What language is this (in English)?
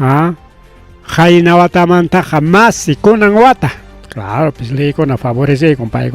Ayacucho Quechua